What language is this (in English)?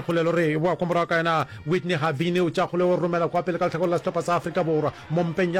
Northern Sotho